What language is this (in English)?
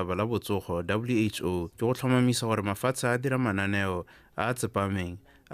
Tswana